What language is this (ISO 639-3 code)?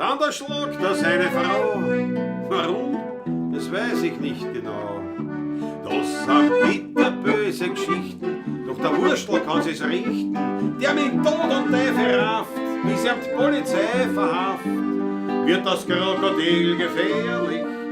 bar